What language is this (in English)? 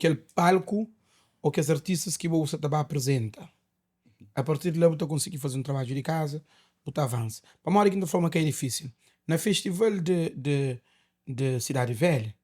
Kabuverdianu